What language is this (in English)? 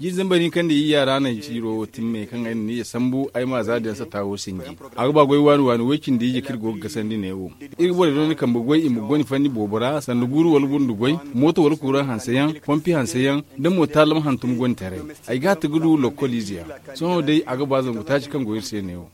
Zarma